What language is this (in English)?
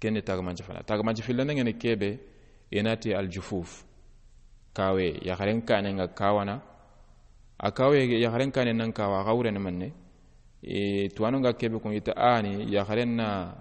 Soninke